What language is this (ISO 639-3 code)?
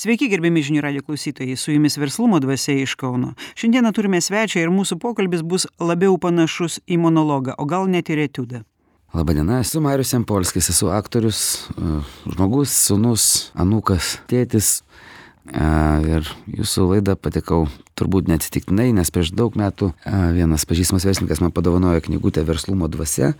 lit